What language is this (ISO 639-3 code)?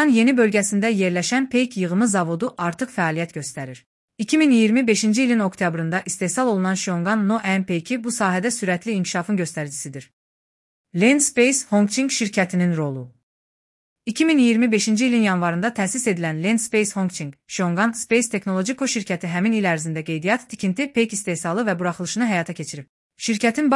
aze